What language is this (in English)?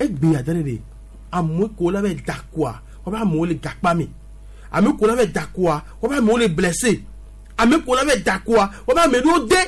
Gen